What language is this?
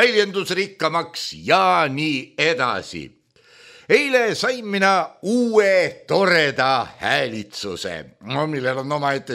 Estonian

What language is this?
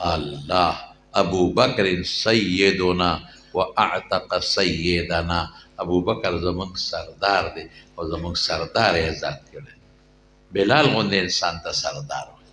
Pashto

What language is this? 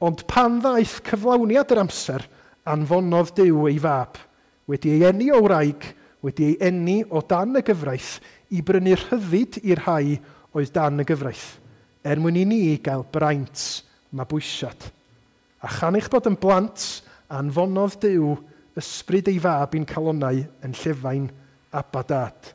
Welsh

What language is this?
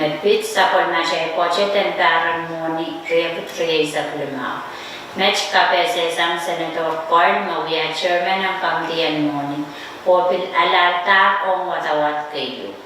Pohnpeian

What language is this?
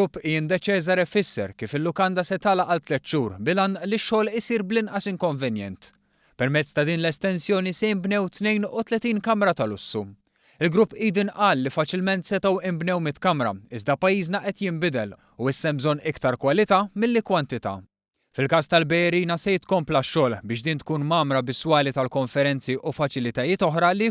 Maltese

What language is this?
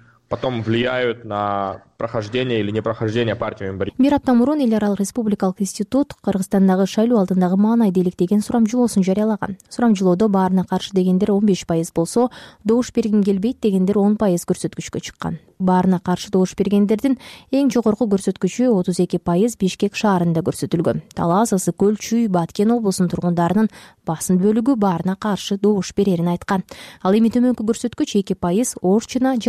Kyrgyz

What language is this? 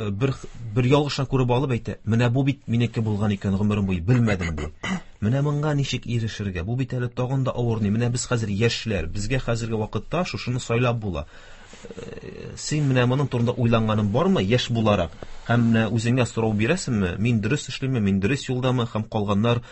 Tatar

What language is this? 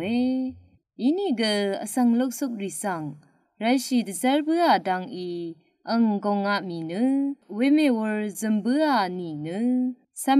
Rawang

